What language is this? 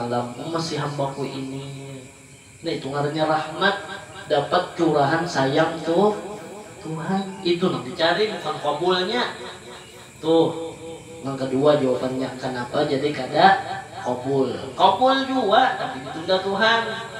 Banjar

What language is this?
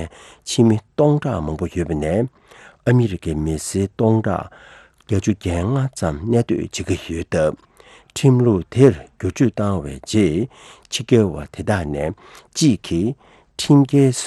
Tibetan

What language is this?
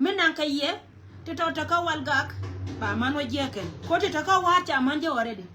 Nuer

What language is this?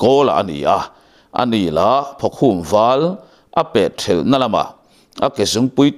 Mizo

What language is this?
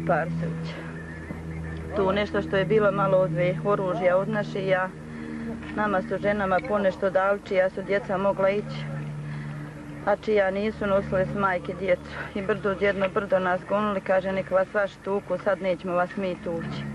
Croatian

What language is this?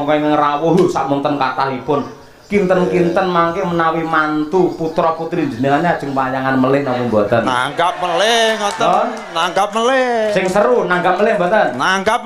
Javanese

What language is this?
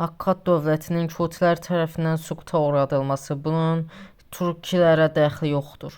Azerbaijani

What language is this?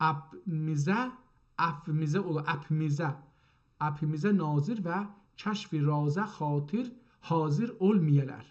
South Azerbaijani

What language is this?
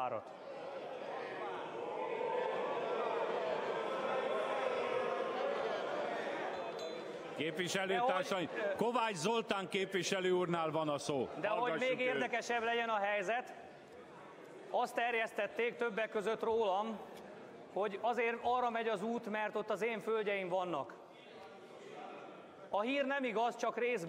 Hungarian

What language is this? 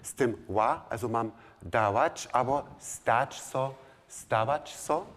Upper Sorbian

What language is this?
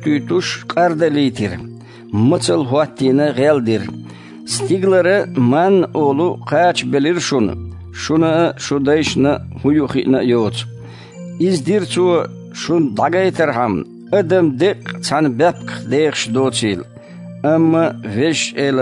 Chechen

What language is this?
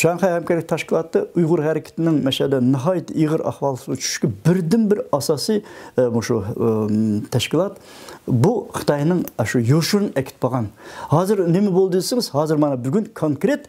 Uyghur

